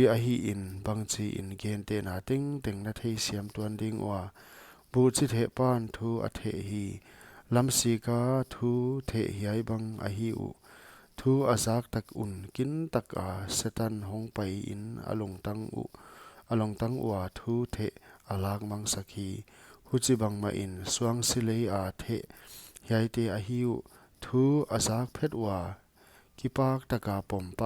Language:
Paite Chin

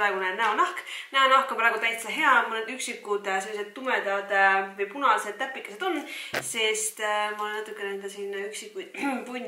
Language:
Estonian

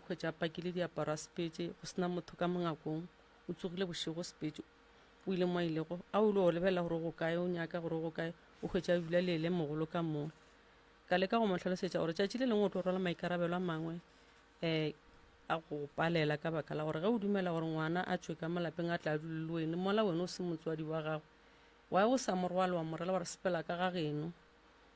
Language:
Northern Sotho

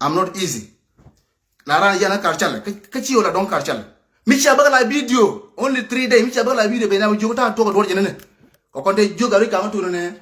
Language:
Nuer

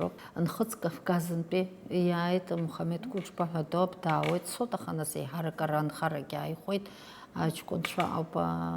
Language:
Abkhazian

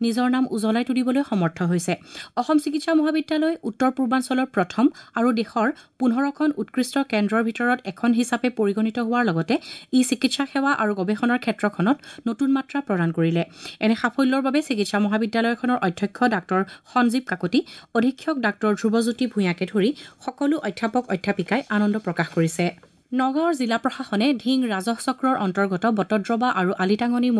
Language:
Assamese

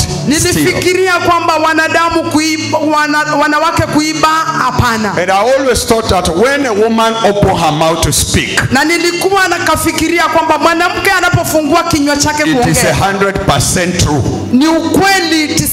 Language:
Swahili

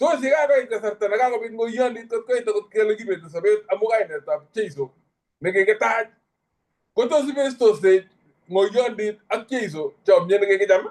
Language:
Kalenjin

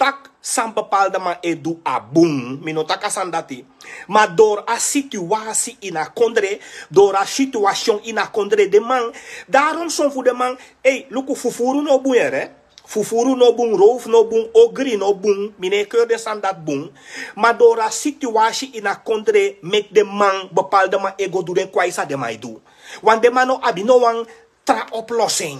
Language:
Sranan Tongo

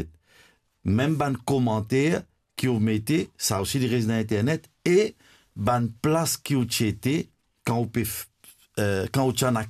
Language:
Morisyen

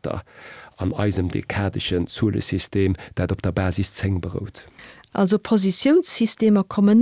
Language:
Luxembourgish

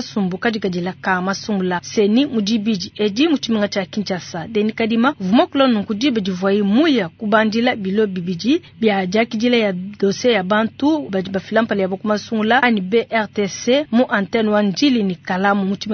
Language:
Luba-Lulua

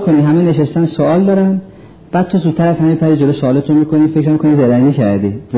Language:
Persian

